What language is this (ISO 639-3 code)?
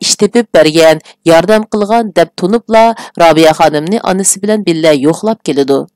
uig